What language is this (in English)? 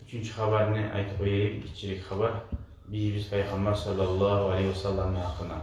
Kumyk